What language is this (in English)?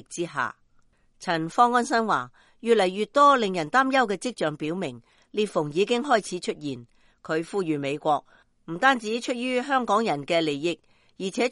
Cantonese